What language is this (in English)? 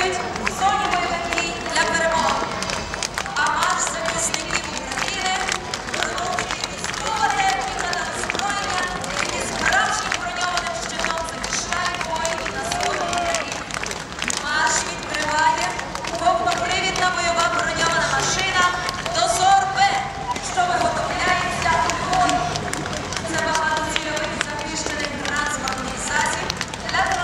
Ukrainian